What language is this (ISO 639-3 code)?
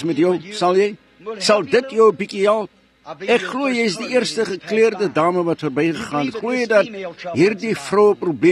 afr